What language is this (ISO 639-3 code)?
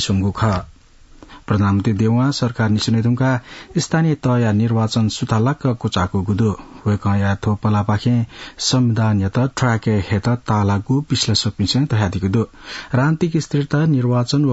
new